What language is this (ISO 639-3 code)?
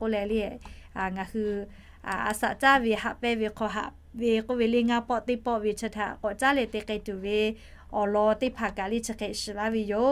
lhu